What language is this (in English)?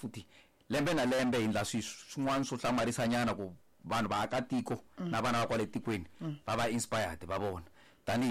Tsonga